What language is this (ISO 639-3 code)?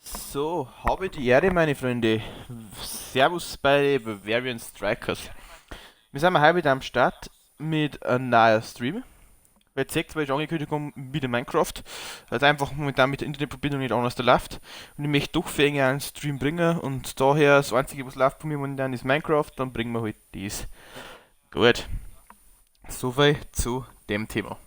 bar